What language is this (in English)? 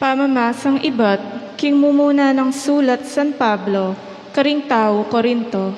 Pampanga